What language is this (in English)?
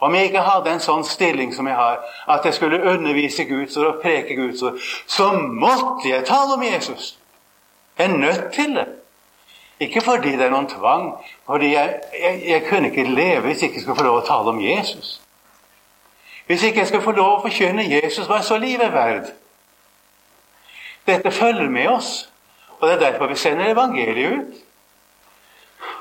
Norwegian